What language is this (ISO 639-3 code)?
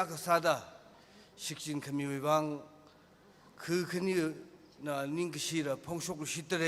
nmf